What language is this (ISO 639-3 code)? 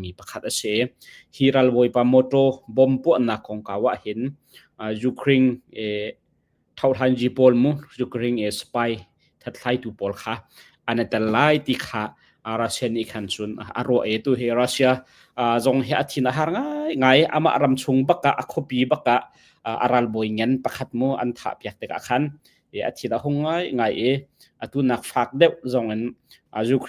cnh